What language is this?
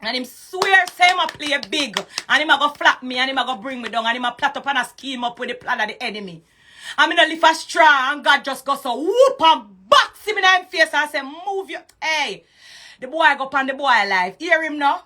Jamaican Creole English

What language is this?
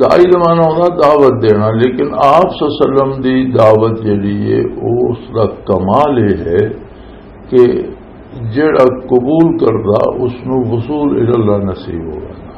Western Panjabi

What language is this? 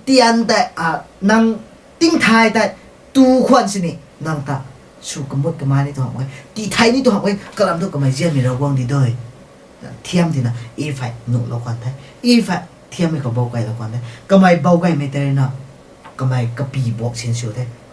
Rongmei Naga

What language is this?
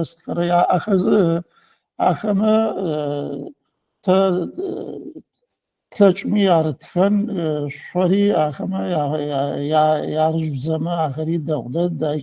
Adyghe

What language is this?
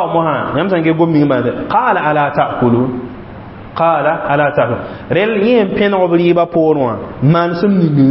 Mossi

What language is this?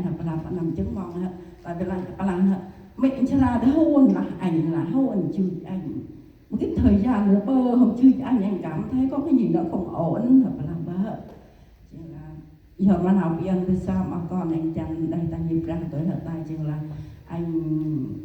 Central Mnong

